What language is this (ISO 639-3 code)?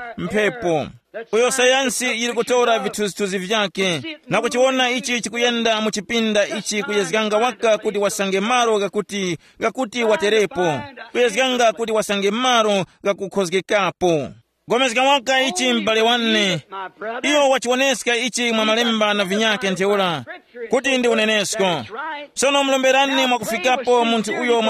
tum